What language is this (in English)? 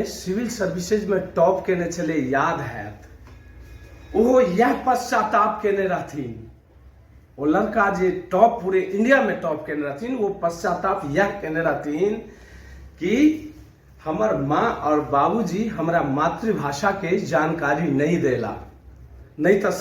Maithili